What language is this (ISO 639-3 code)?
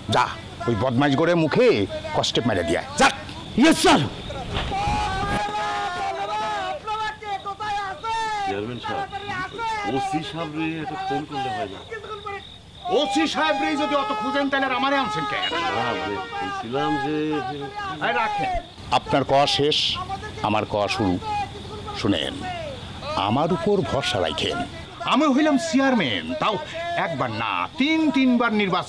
ben